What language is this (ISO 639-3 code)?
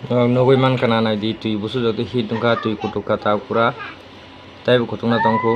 trp